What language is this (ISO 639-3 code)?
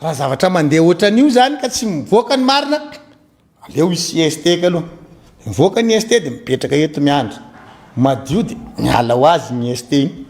mlg